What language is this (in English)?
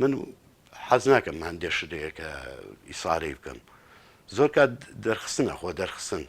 Central Kurdish